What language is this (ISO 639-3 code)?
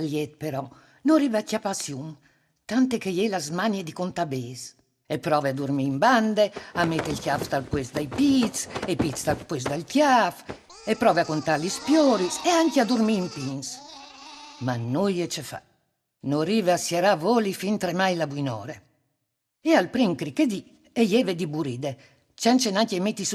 fur